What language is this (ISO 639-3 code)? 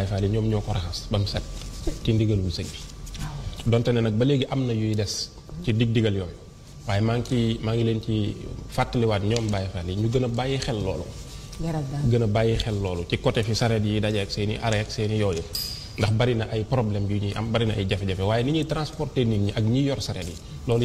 wol